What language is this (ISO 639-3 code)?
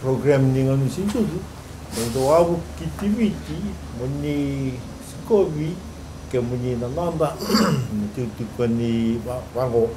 fij